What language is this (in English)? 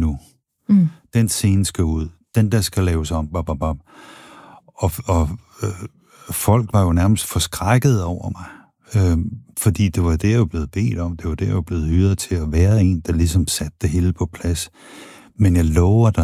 Danish